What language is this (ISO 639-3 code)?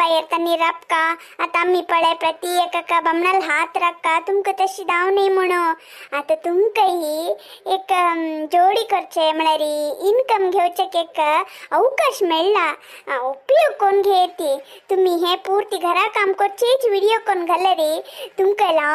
kok